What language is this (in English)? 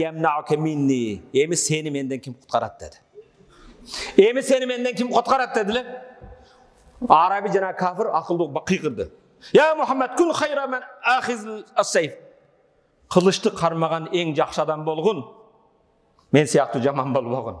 Kyrgyz